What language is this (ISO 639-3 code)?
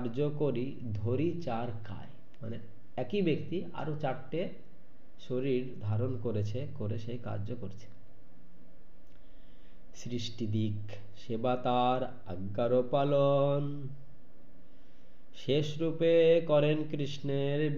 ben